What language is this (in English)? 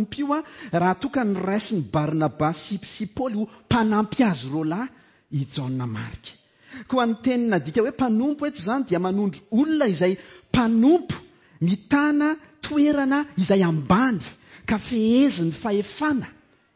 Malagasy